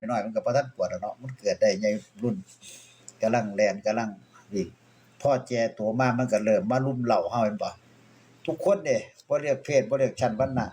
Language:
Northeastern Thai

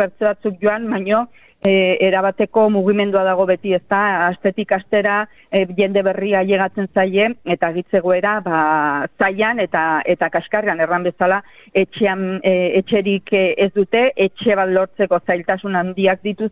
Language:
Basque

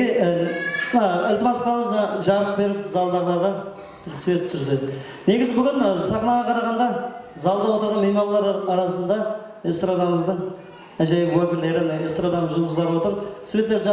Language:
Kara-Kalpak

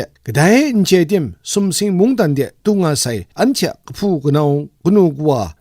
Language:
Kachin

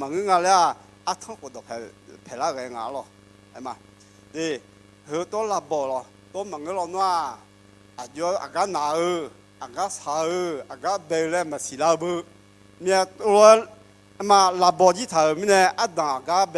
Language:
Akha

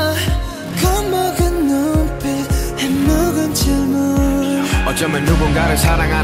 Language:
Korean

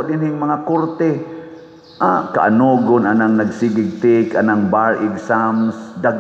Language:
Cebuano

